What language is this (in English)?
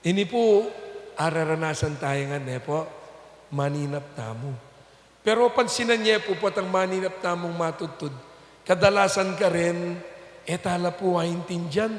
Pampanga